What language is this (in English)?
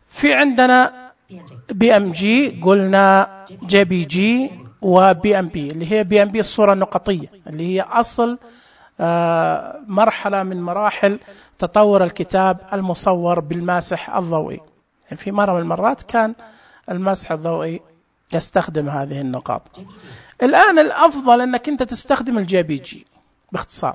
Najdi Arabic